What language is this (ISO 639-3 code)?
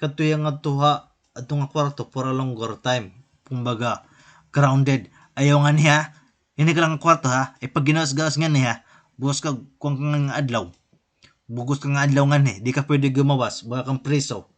war